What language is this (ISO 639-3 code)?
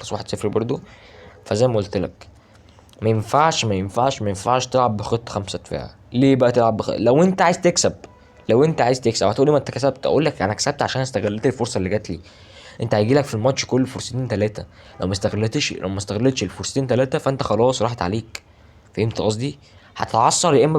arz